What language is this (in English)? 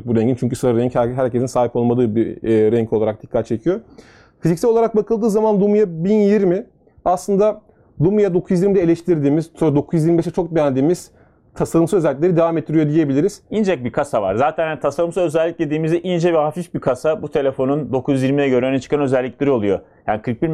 Turkish